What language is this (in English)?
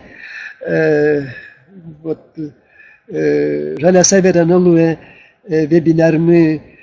Udmurt